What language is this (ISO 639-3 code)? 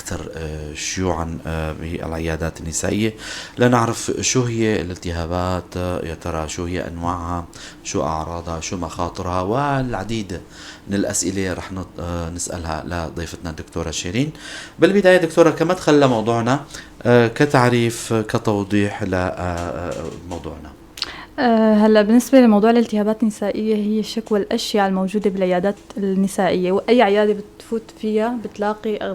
apc